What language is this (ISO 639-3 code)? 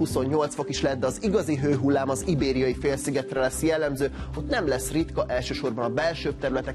hun